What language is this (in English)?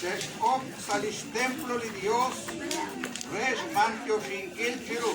Kekchí